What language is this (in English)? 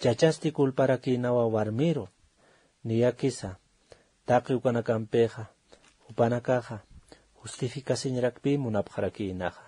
Aymara